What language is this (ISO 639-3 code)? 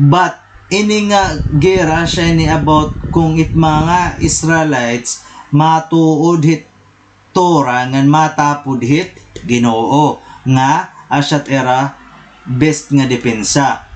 war